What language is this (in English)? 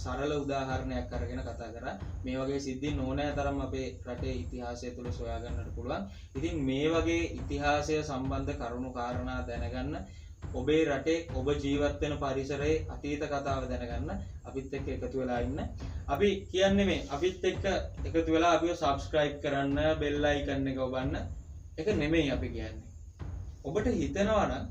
Sinhala